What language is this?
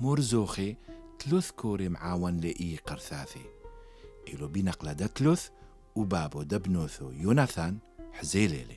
Turoyo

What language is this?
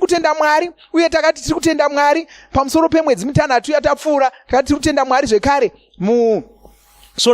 Shona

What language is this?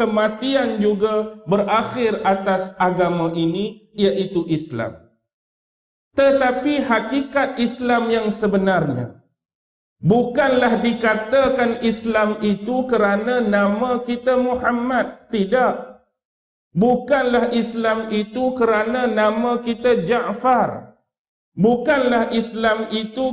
Malay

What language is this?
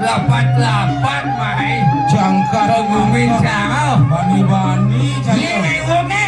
Balinese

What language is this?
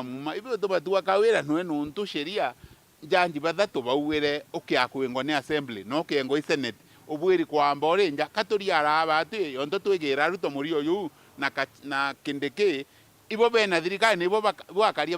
Meru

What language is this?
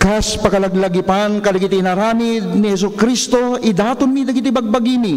Iloko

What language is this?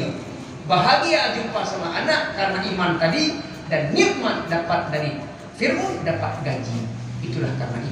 Achinese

